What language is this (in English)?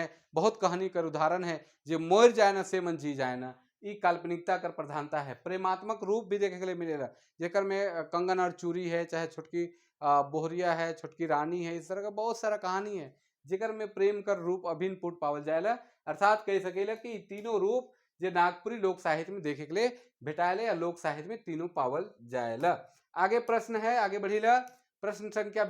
Sadri